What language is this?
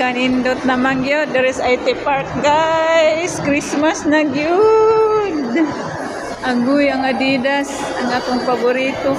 Cebuano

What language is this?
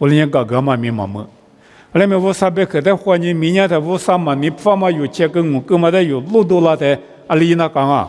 Lisu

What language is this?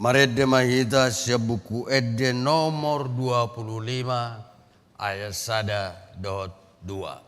Batak Toba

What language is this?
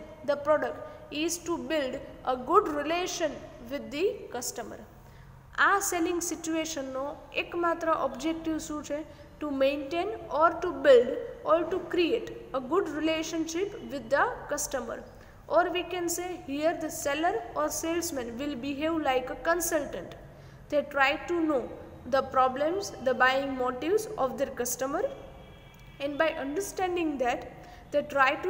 Gujarati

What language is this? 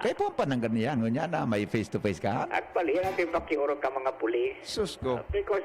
Bikol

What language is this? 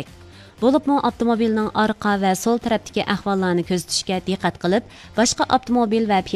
Uyghur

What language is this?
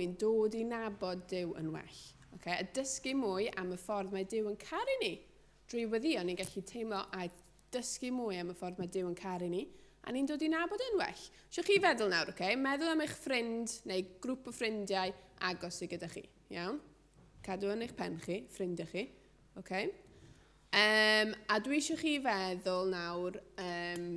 Welsh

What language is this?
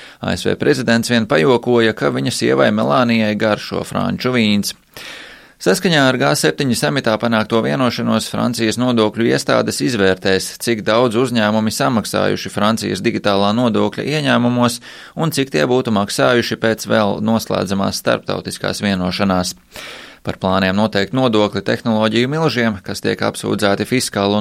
Latvian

